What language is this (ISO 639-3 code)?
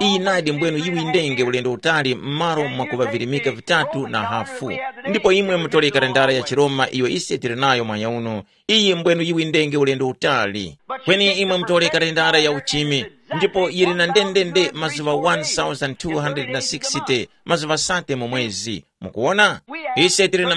tum